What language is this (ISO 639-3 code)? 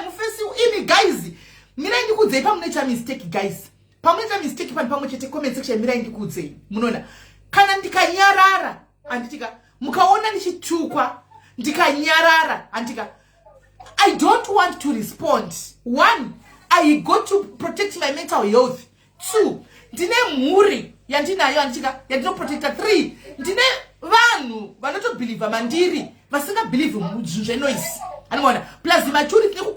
sna